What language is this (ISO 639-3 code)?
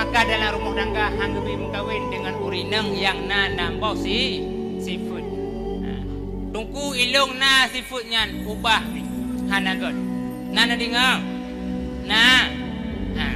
ace